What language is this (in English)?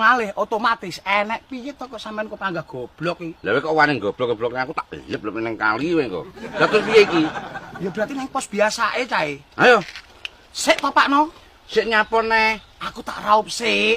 Javanese